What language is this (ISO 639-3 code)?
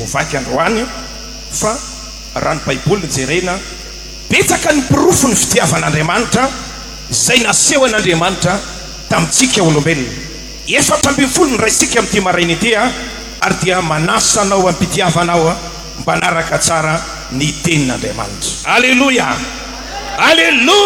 mlg